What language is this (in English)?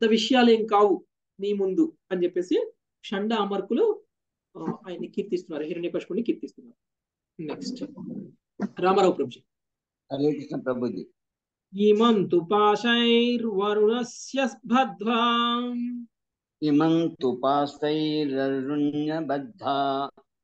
Telugu